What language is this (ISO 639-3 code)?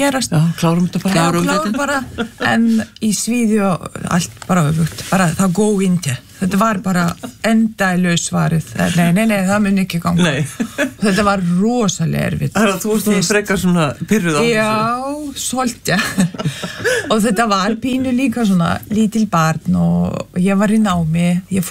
isl